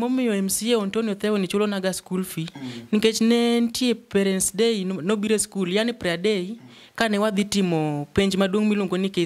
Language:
Luo (Kenya and Tanzania)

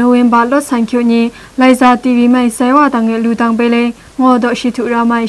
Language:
Kachin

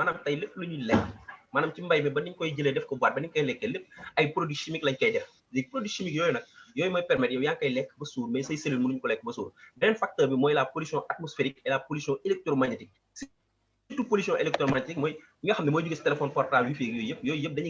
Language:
Wolof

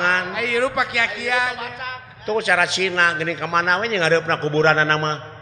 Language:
Sundanese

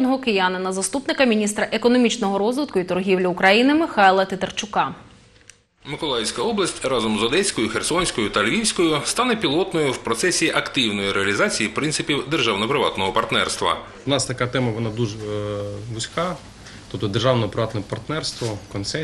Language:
Ukrainian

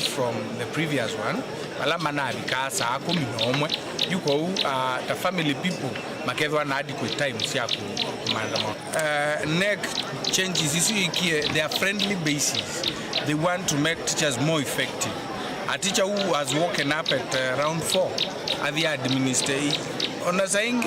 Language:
Kamba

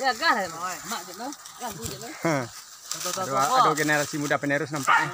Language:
Minangkabau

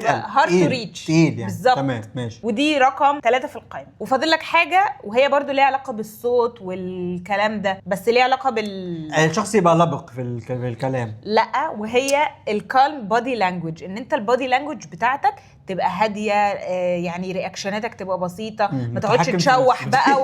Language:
Egyptian Arabic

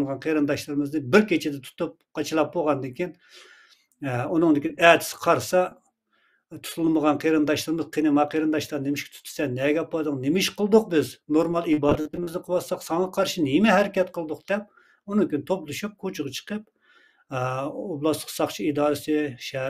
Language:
Uyghur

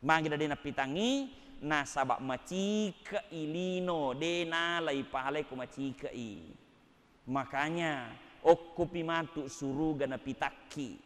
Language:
Buginese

